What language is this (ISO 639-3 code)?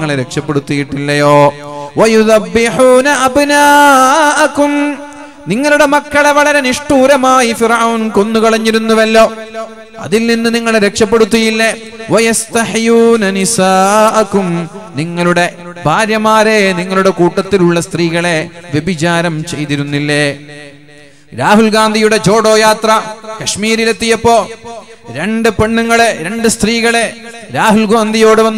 mal